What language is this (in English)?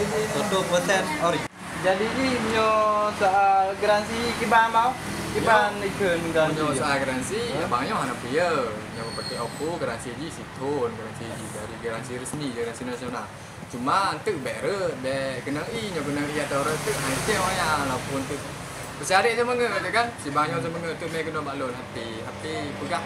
Achinese